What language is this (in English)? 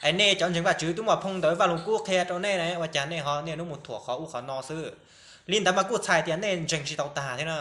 Hmong